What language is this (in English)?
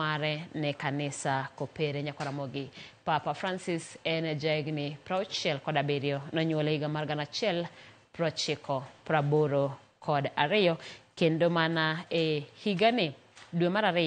Luo (Kenya and Tanzania)